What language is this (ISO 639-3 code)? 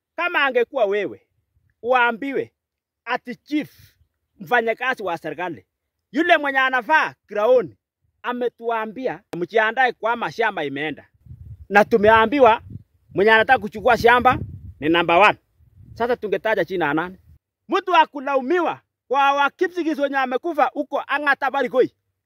swa